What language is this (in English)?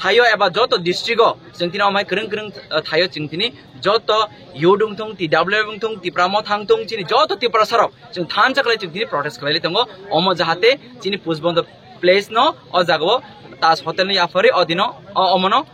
Kok Borok